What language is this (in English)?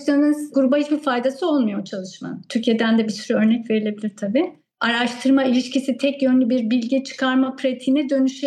Turkish